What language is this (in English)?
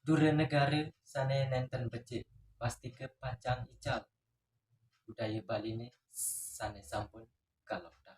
Balinese